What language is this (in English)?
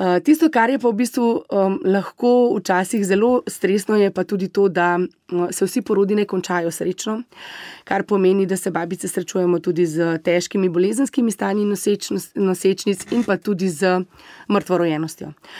Slovenian